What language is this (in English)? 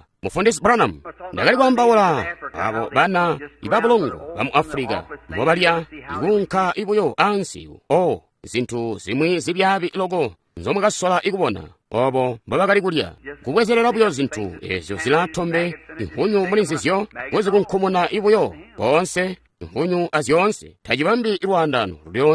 Tonga (Zambia)